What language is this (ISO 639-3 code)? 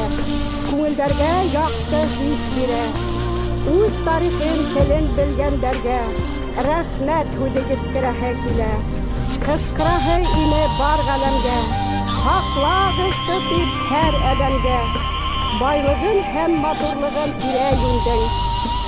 bak